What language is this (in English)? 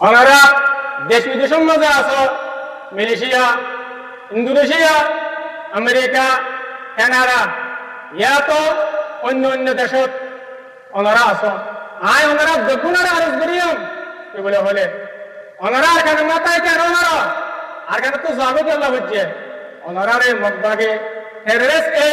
Rohingya